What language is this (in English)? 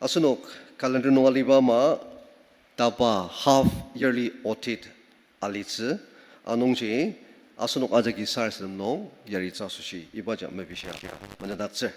Ao Naga